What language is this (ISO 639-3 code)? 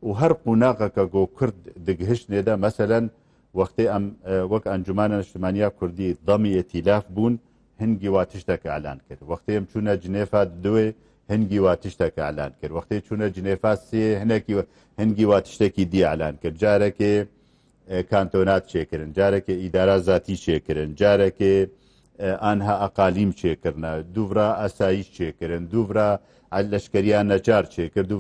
kur